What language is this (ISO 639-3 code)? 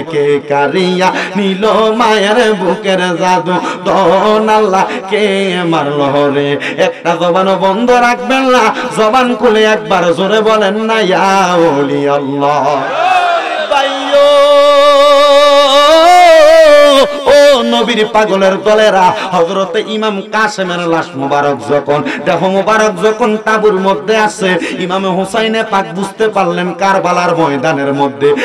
ben